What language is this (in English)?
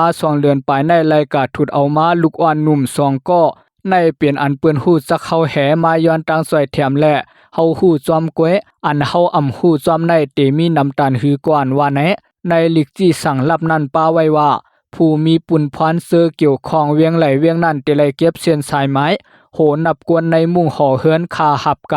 Lao